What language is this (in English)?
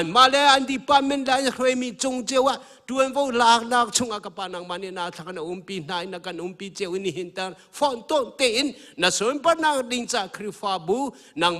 Hakha Chin